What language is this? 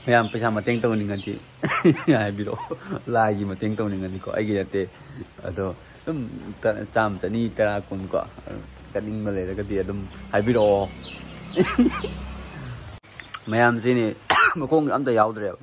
Manipuri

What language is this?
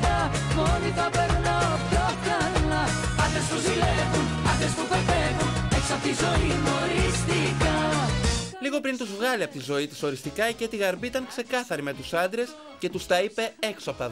Greek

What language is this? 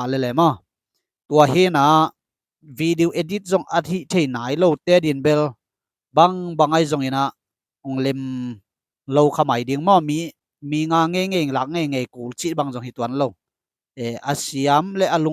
Tedim Chin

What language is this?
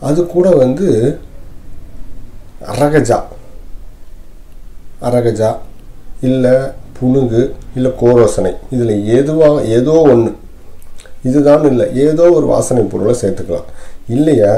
Tamil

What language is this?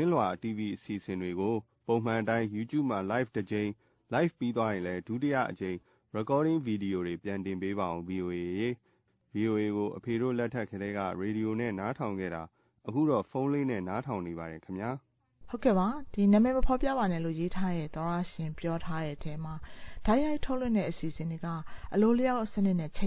Burmese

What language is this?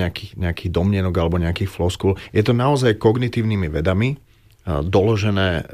Slovak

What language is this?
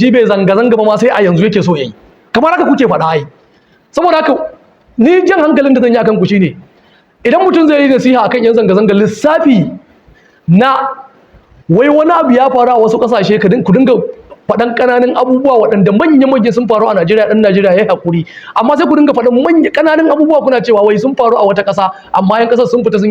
Hausa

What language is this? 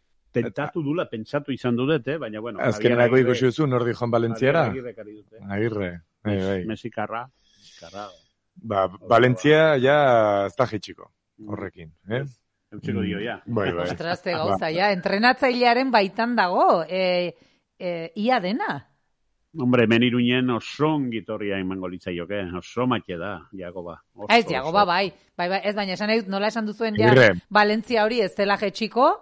Basque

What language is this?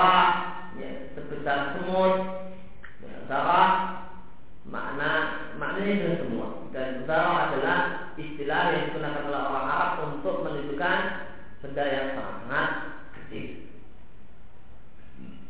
Indonesian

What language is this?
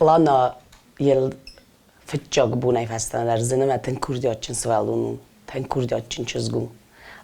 Ossetic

